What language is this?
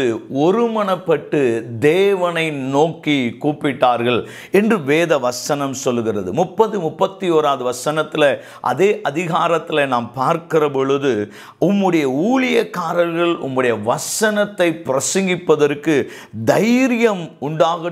Tamil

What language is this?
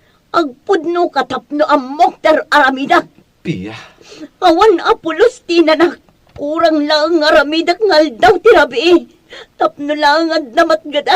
Iloko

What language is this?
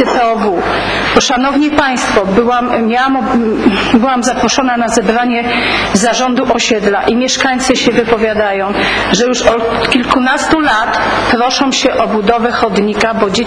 Polish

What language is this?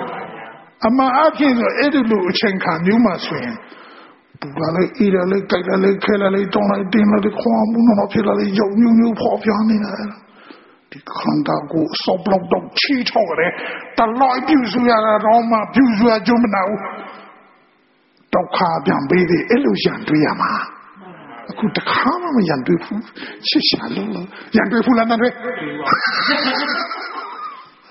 Burmese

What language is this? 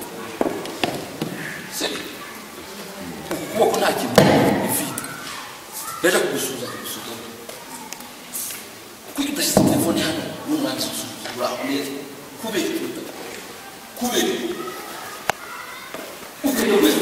Kinyarwanda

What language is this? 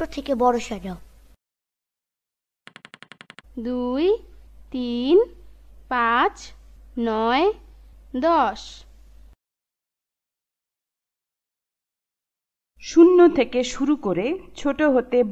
Bangla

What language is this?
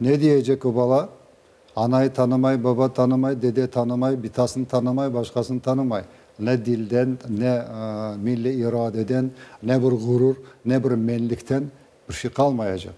Crimean Tatar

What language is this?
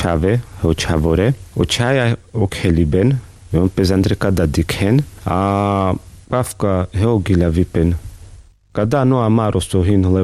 Carpathian Romani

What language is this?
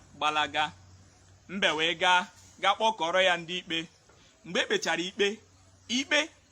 Igbo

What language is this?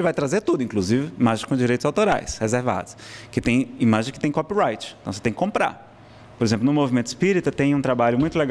Portuguese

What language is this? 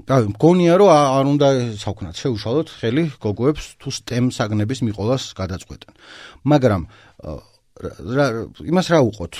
Georgian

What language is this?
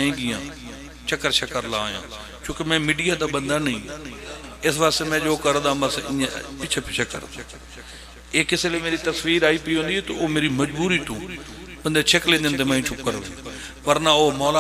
Pahari-Potwari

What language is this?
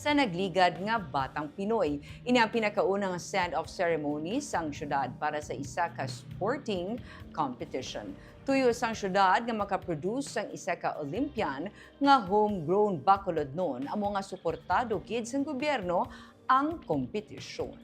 Hiligaynon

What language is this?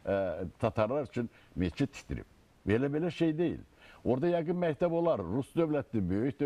Azerbaijani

